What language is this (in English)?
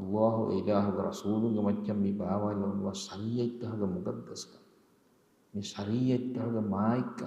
Divehi